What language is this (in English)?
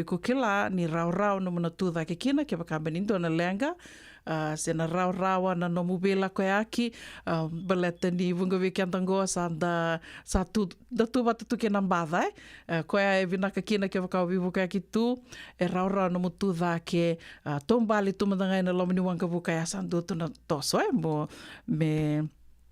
Fijian